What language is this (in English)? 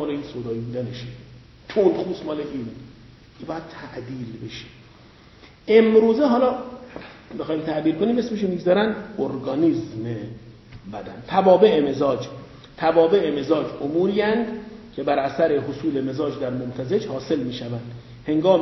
Persian